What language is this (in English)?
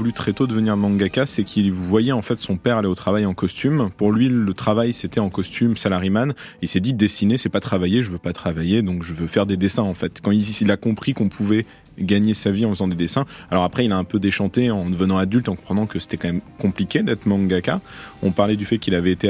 French